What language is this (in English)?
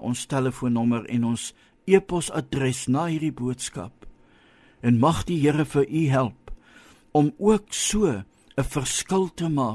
Afrikaans